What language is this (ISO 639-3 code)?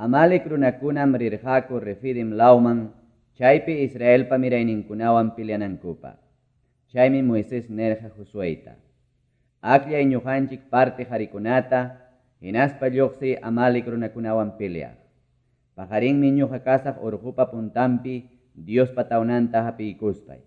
que